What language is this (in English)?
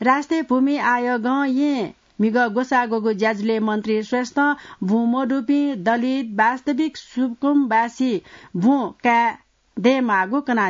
Newari